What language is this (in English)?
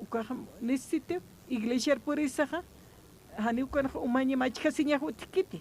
Aymara